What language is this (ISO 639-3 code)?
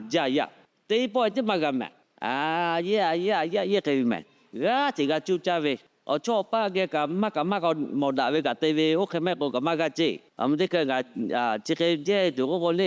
lhu